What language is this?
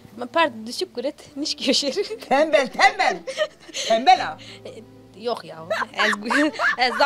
Zaza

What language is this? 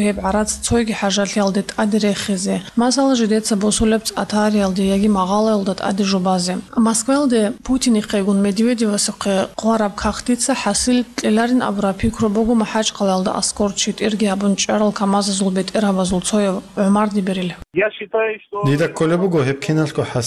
Avaric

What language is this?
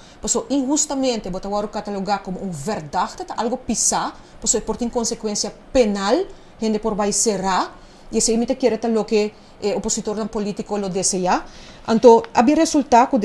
Papiamento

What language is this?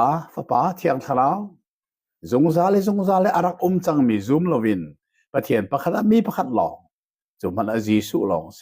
Hakha Chin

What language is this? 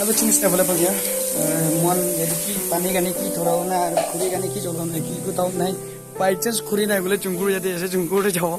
Naga Pidgin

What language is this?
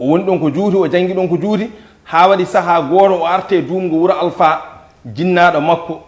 Fula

